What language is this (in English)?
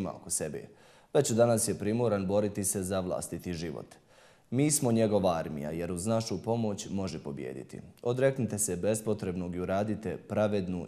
Bosnian